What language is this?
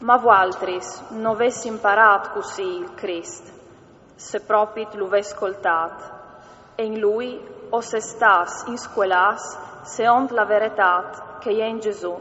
Friulian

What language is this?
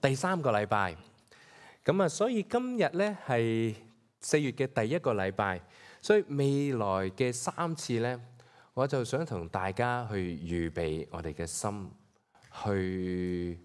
Cantonese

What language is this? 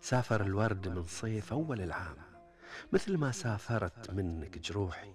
Gulf Arabic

